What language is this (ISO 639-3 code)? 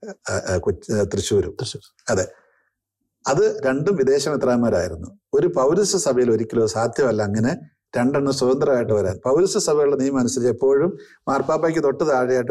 mal